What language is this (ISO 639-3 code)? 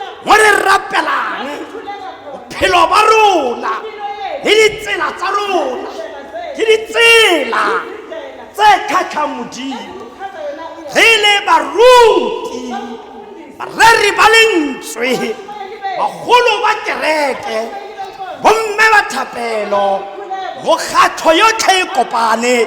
tsn